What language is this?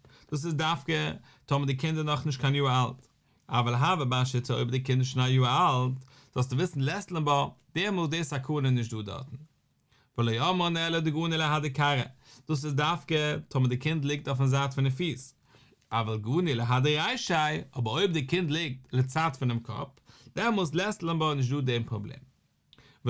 Yiddish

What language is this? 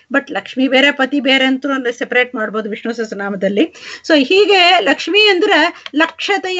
Kannada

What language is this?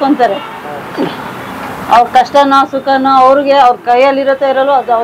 Kannada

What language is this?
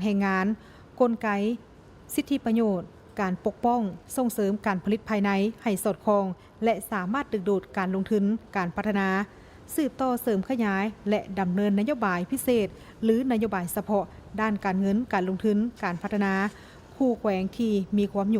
Lao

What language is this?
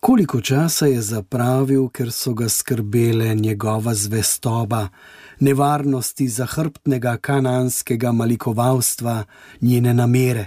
Slovenian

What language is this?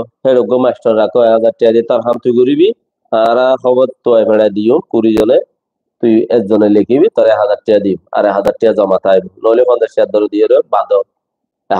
Rohingya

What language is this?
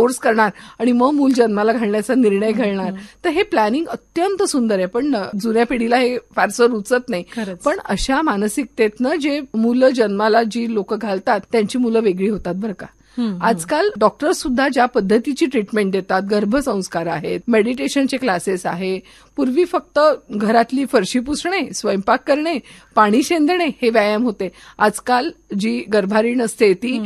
Marathi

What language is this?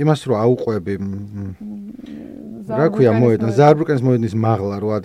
Georgian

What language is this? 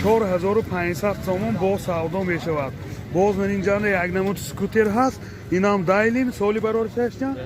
Tajik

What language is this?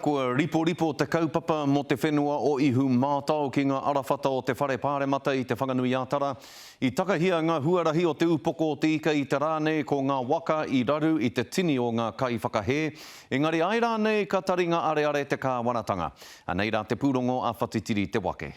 Māori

